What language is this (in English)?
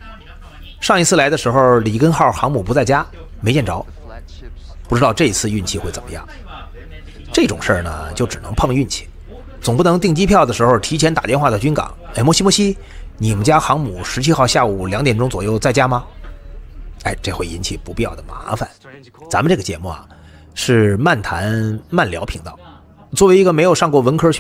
Chinese